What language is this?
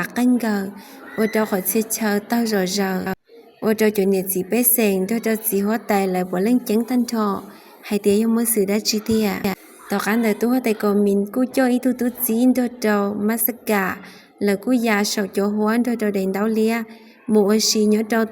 Hmong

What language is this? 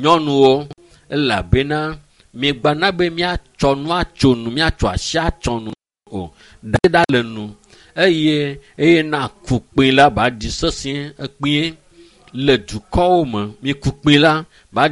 Ewe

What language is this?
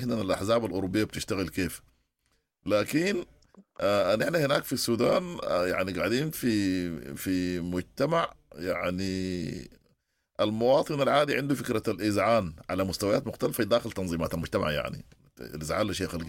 Sudanese Arabic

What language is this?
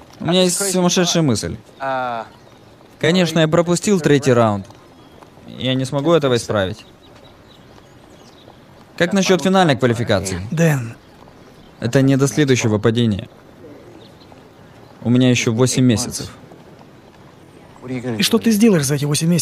Russian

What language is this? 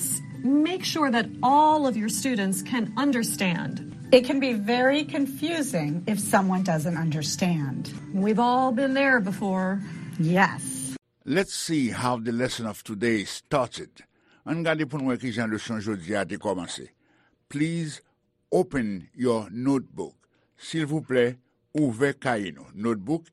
Haitian Creole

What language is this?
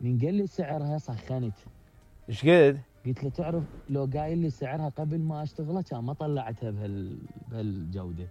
Mesopotamian Arabic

